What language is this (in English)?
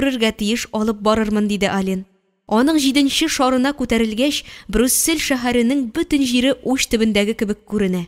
Tatar